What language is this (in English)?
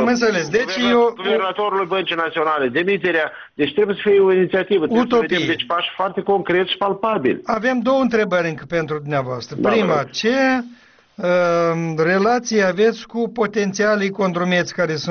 Romanian